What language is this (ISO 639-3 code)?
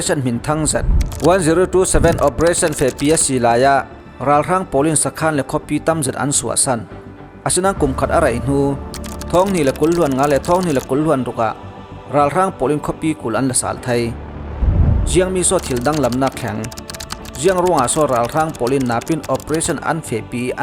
cfm